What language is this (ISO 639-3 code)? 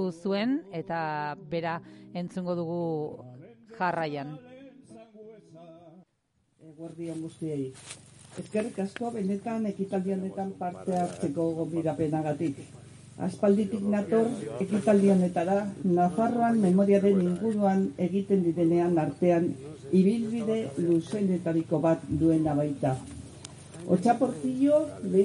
eus